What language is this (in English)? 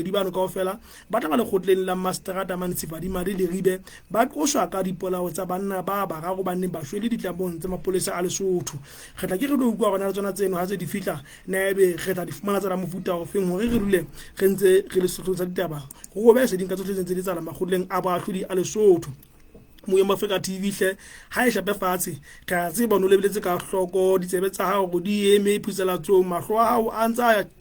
Southern Sotho